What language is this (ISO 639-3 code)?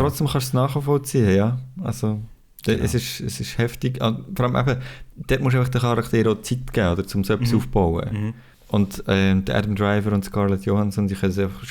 gsw